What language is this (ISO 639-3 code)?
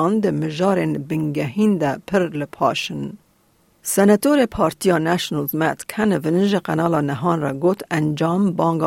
kur